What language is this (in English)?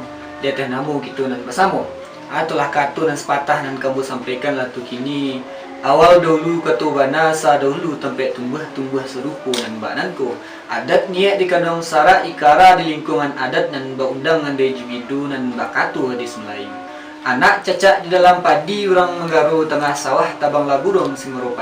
Minangkabau